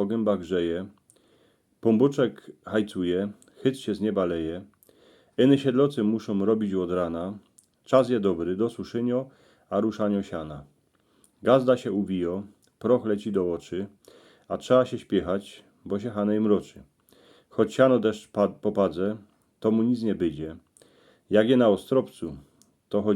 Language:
Silesian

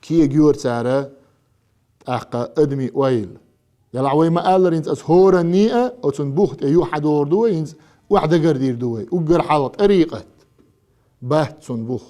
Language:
Chechen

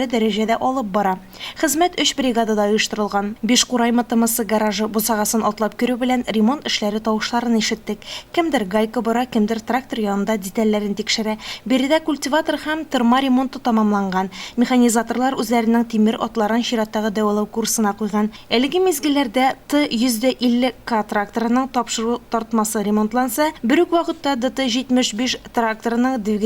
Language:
Tatar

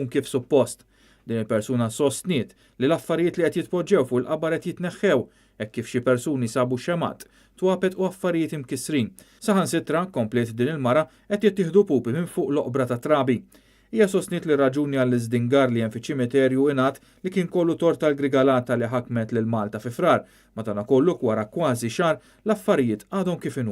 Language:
Maltese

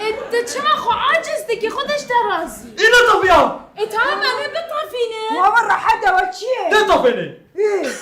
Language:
Kurdish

